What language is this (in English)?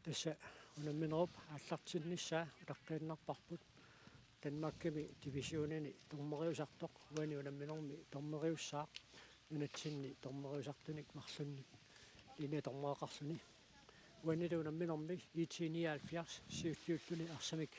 Kalaallisut